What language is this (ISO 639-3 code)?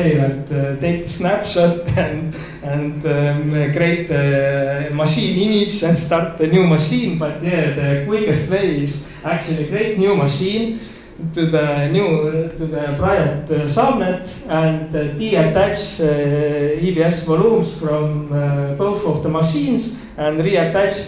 eng